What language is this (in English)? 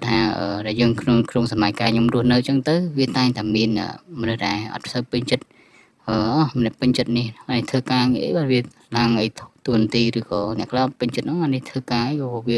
Khmer